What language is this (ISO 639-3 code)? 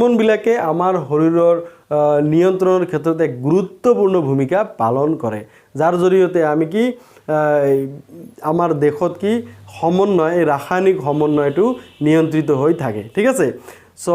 asm